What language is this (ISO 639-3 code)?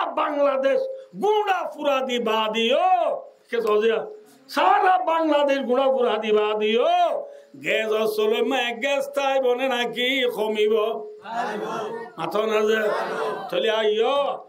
rhg